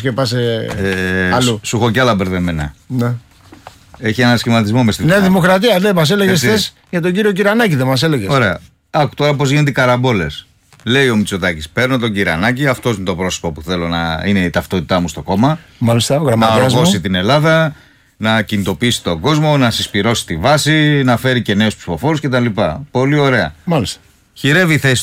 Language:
Greek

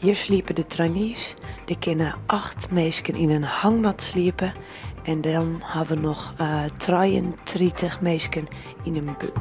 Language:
Western Frisian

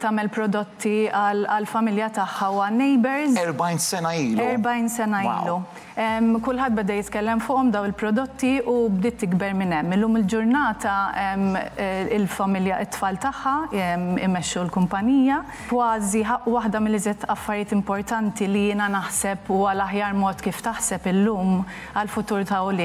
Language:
Maltese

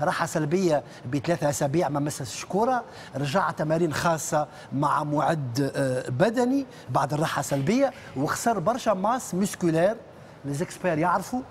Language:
Tunisian Arabic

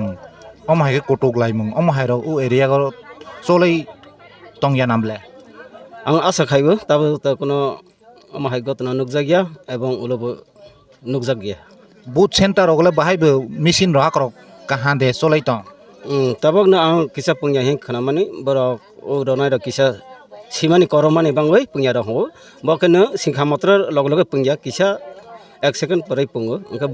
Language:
Kok Borok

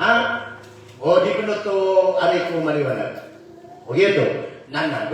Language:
Maranao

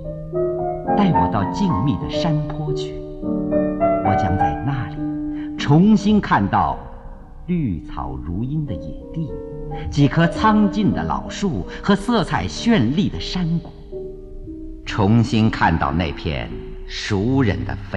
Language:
Chinese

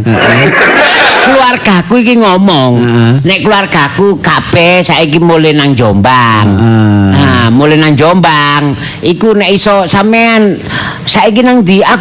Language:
Javanese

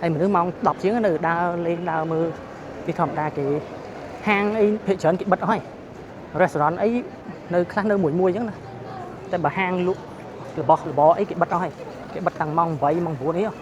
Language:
Khmer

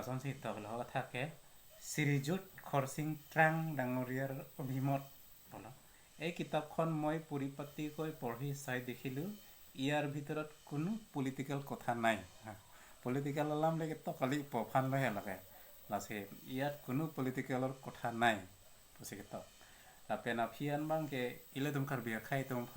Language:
Karbi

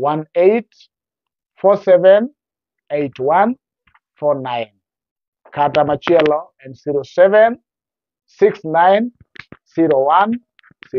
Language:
Luo (Kenya and Tanzania)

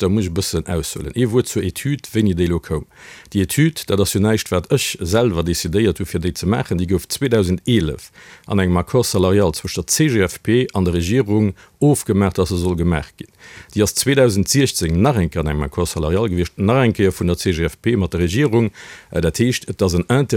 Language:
Luxembourgish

